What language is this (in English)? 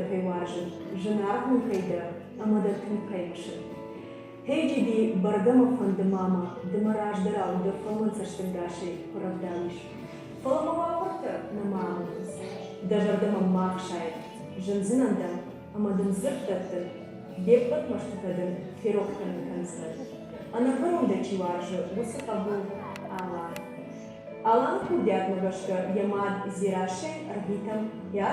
Ossetic